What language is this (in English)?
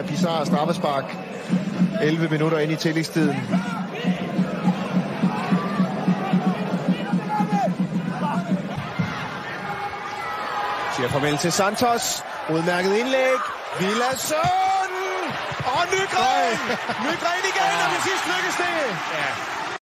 Danish